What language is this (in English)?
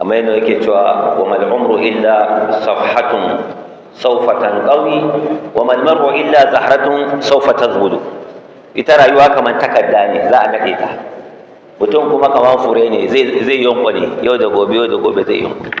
Hausa